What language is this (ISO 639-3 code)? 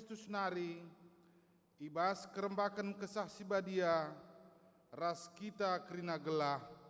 btx